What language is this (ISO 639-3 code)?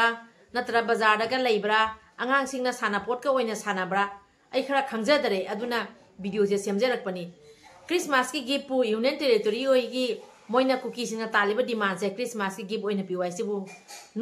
mni